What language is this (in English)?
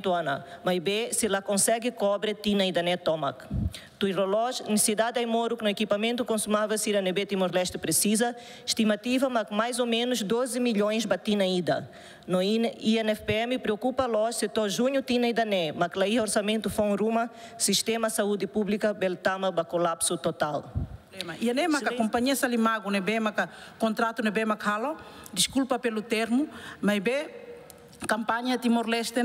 Tetum